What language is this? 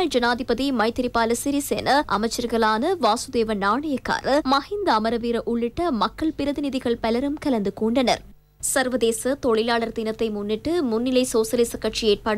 Tamil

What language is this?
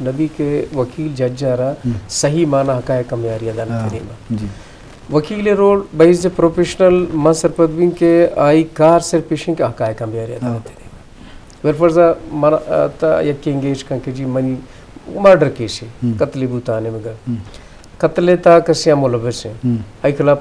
Eastern Balochi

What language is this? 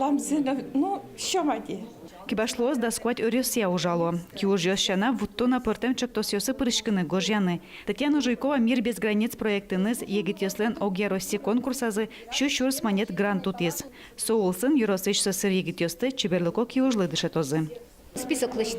Udmurt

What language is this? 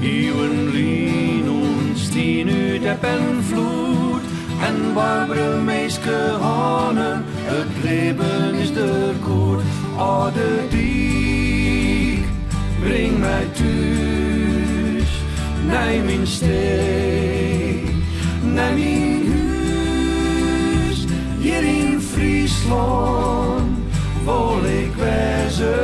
Western Frisian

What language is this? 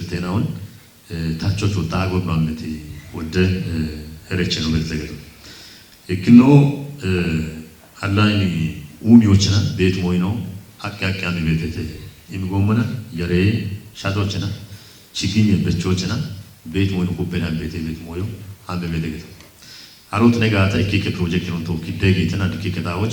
Kafa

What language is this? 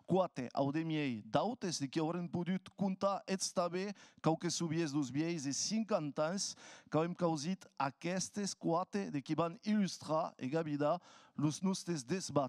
Occitan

